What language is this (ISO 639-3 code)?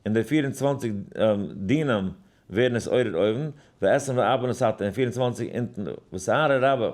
yid